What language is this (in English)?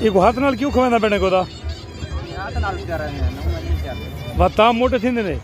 Saraiki